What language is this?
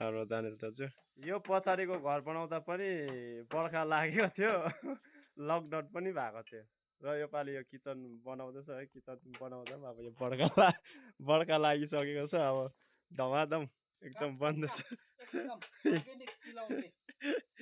Nepali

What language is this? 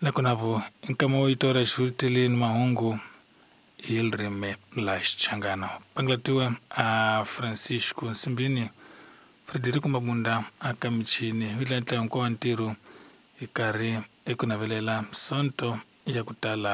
Tsonga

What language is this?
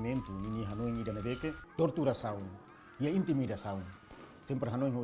Tetum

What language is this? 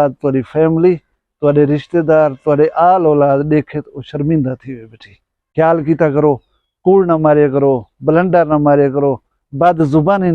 Saraiki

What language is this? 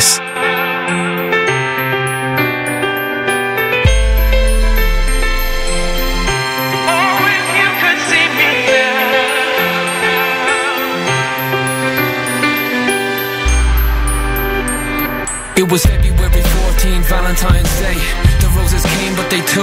English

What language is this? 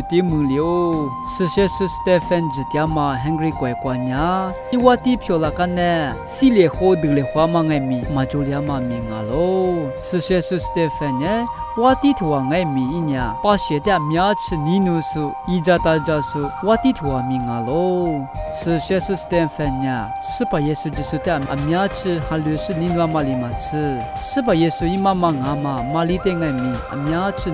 Lisu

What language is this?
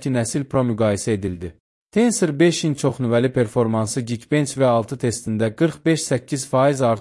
Azerbaijani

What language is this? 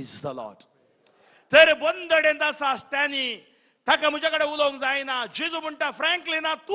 Konkani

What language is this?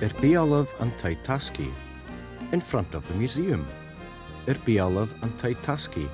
Scottish Gaelic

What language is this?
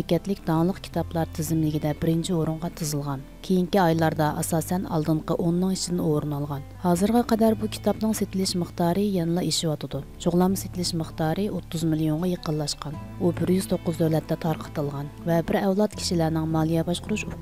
Uyghur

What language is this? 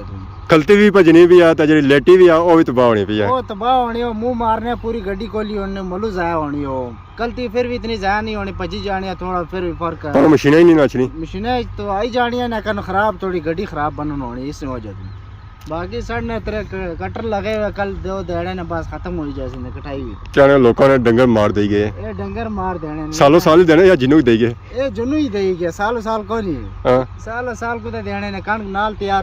Pahari-Potwari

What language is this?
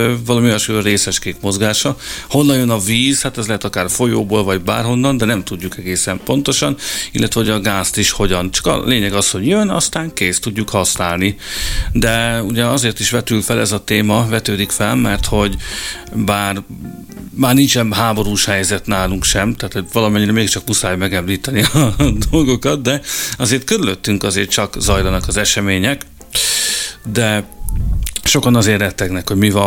Hungarian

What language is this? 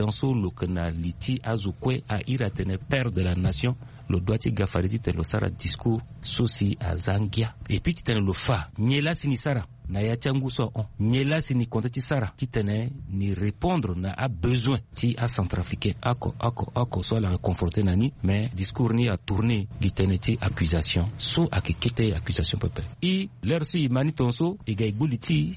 Sango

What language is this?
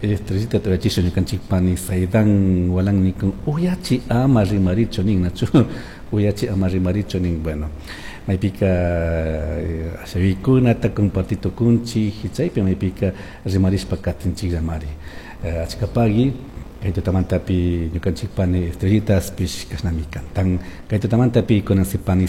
Chimborazo Highland Quichua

